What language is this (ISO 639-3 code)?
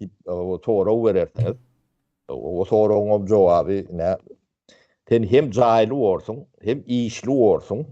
tuk